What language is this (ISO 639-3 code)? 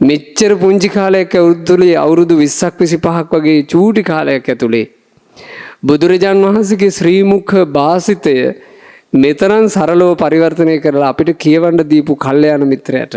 sin